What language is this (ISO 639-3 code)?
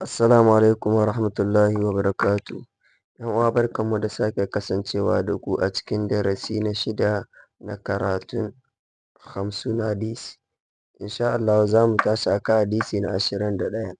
hau